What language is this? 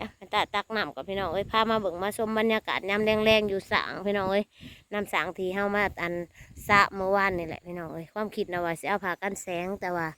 Northeastern Thai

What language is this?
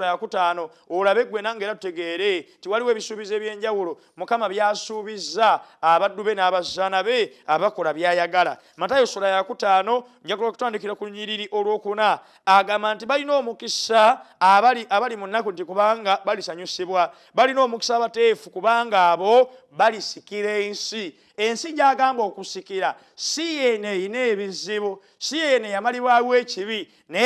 Ganda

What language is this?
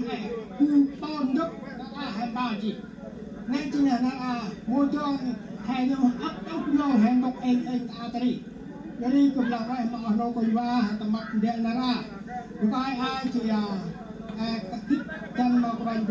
Central Mnong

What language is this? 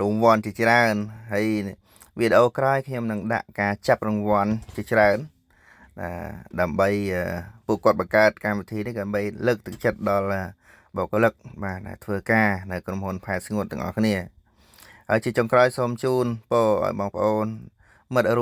Khmer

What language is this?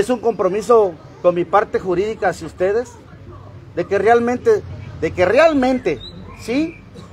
Spanish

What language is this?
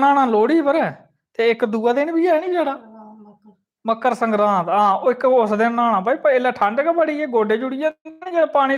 Dogri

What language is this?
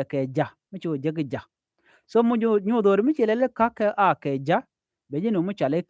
Nuer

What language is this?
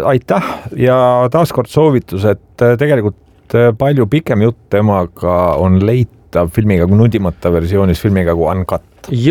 Estonian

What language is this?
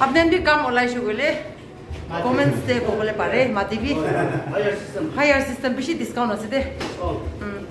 Naga Pidgin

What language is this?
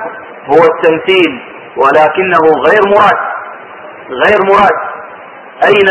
Arabic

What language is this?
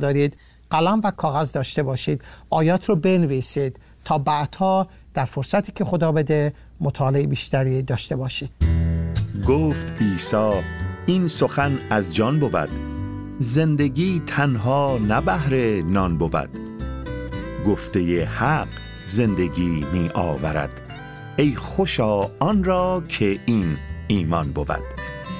Persian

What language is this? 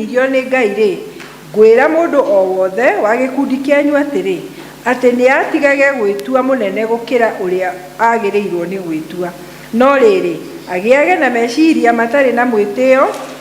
Kikuyu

